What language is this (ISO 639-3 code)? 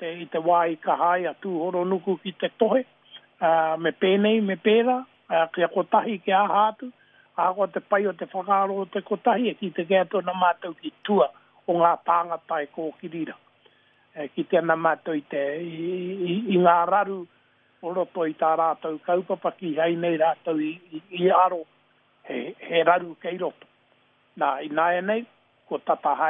mri